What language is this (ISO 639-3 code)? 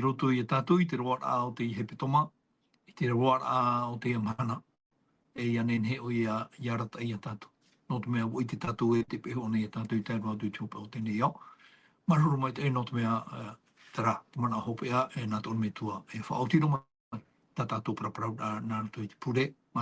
tah